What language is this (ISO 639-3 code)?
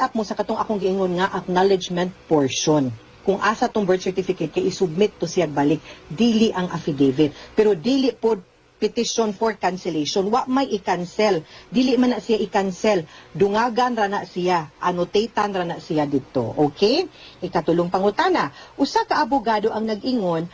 ceb